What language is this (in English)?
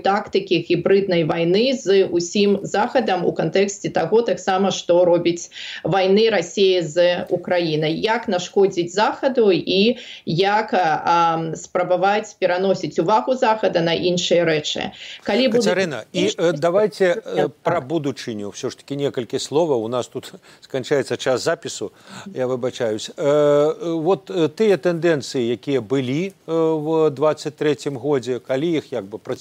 Belarusian